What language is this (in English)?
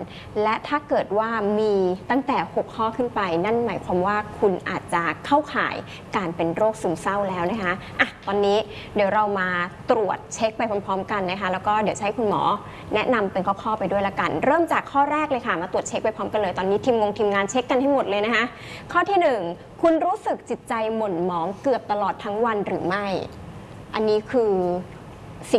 Thai